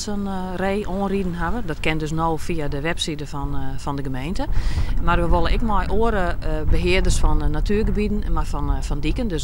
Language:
Western Frisian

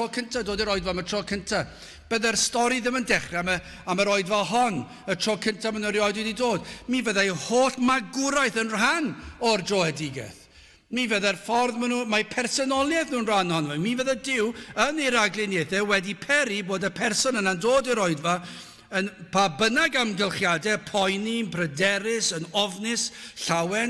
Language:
Welsh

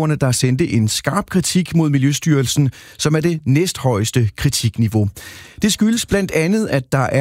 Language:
Danish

